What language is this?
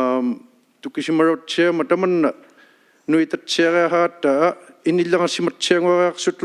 Inuktitut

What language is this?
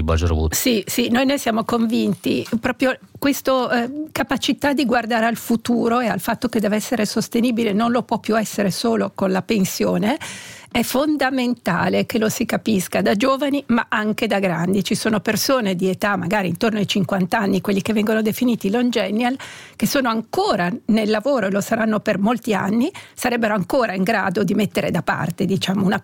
Italian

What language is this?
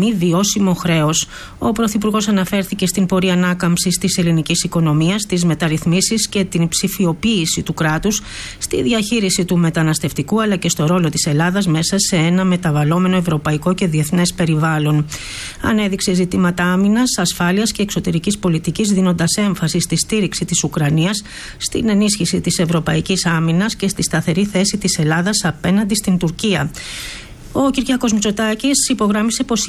Greek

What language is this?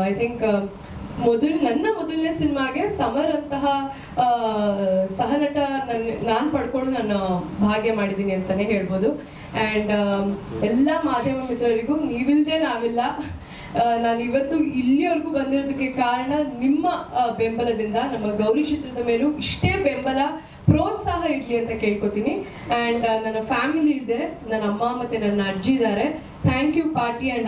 Kannada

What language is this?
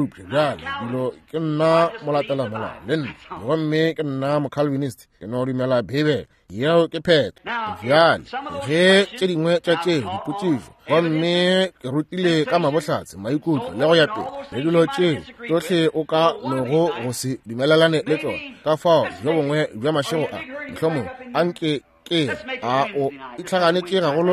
Northern Sotho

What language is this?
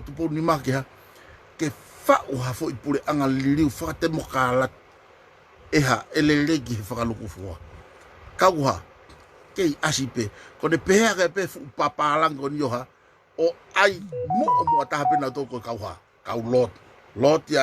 Tongan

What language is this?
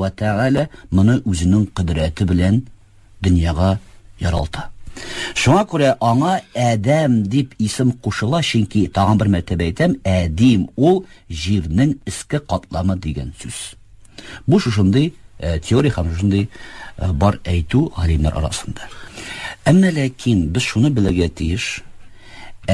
Tatar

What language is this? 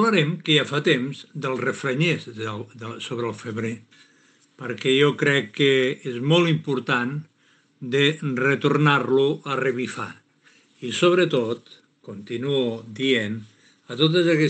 Catalan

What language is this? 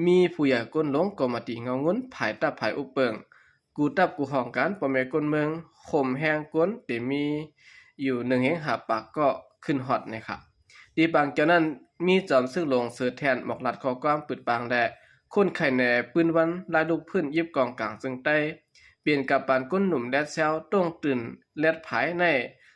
Shan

